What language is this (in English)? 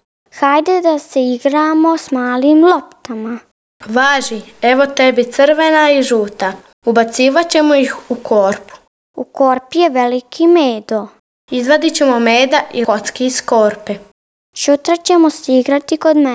Serbian